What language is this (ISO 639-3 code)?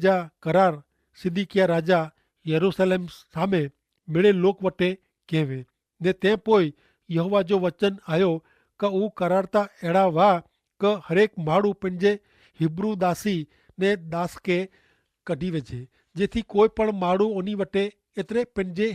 kfr